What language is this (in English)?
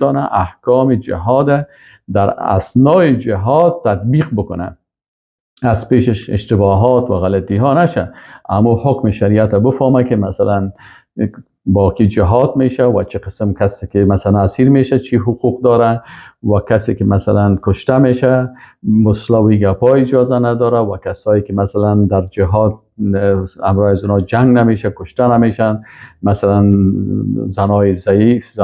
Persian